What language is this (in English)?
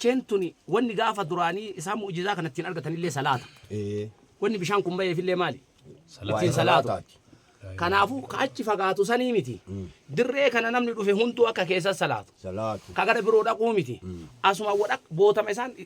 Oromo